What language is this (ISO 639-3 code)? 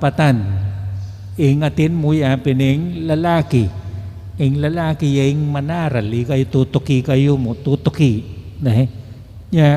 pam